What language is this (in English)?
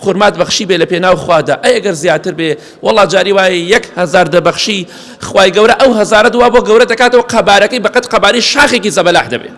Central Kurdish